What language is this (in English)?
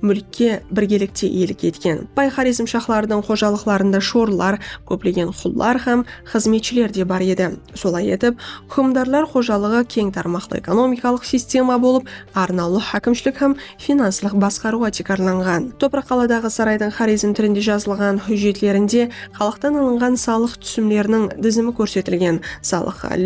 Kara-Kalpak